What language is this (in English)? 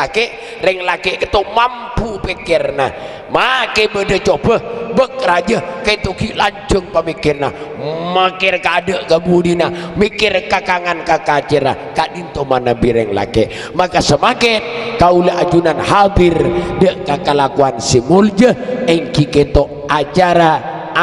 Madurese